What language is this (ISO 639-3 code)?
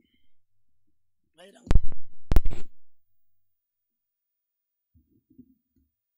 afr